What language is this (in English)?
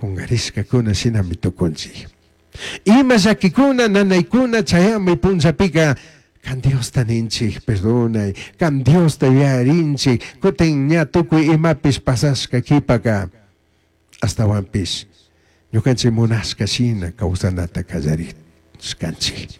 Chimborazo Highland Quichua